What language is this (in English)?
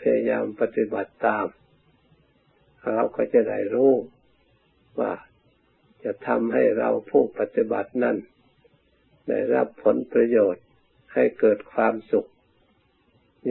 Thai